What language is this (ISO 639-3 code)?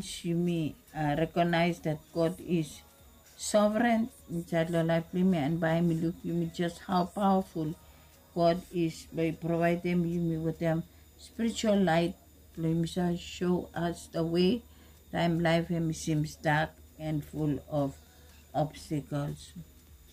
bis